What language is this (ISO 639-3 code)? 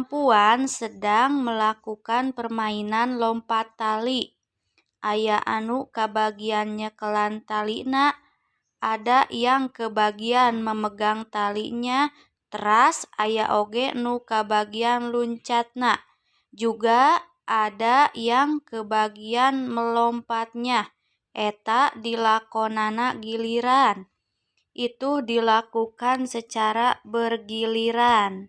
sun